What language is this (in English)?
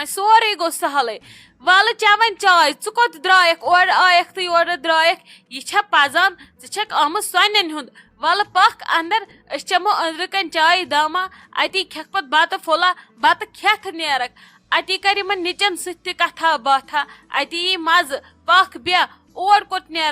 Kashmiri